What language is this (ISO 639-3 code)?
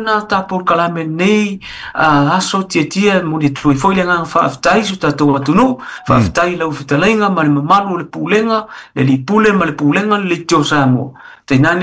smo